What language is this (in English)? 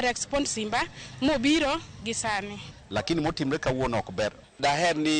Luo (Kenya and Tanzania)